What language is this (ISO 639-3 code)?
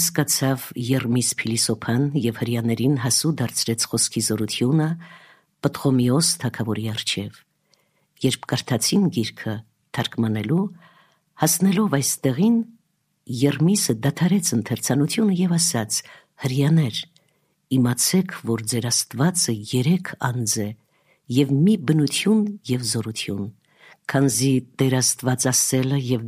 hye